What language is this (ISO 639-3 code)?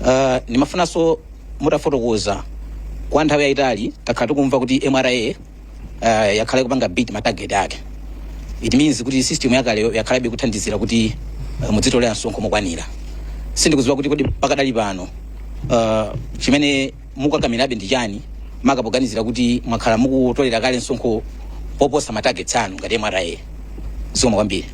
nya